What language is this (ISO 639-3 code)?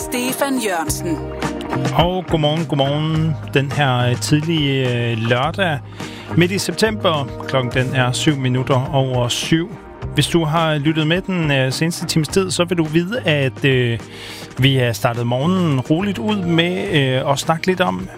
dan